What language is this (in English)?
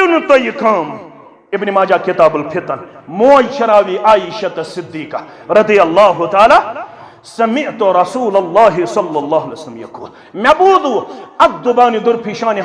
Kashmiri